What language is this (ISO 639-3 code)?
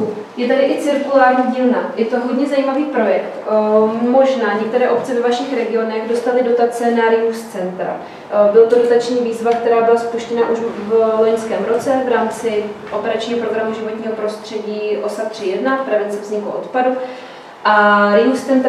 ces